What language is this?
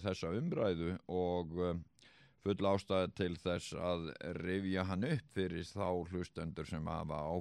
Icelandic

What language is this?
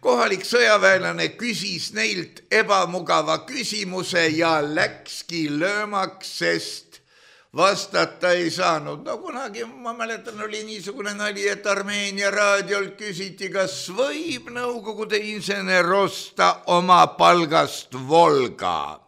Estonian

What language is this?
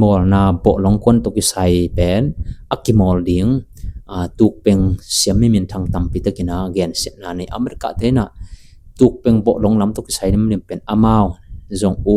Tedim Chin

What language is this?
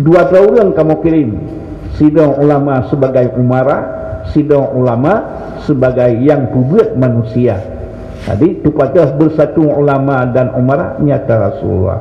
Achinese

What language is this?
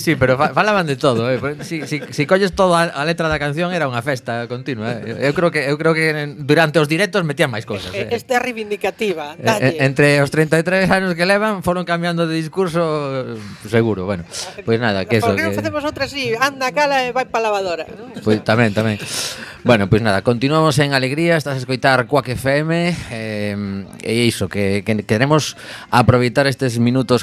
Galician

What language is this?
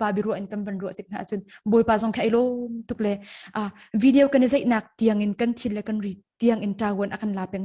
Hakha Chin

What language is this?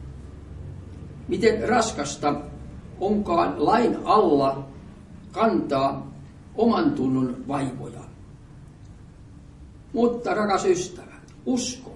Finnish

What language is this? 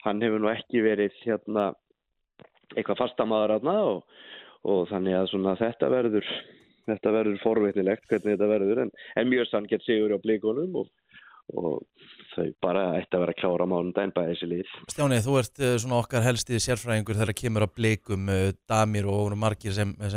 Icelandic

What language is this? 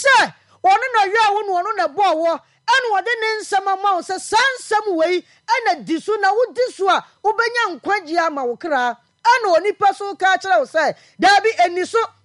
Akan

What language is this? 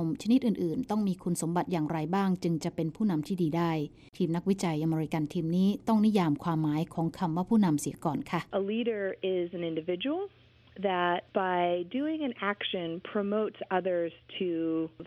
Thai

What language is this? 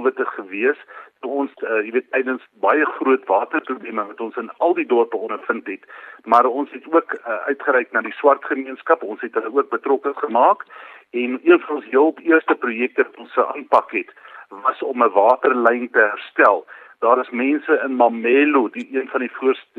Afrikaans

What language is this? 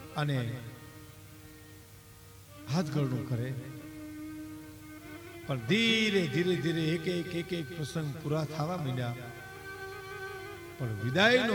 Gujarati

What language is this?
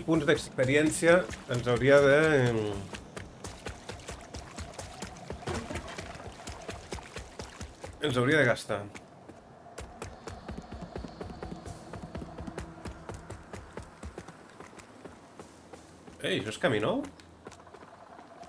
Catalan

